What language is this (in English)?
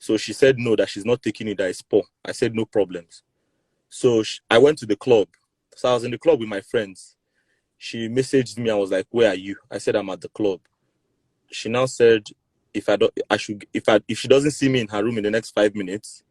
Nigerian Pidgin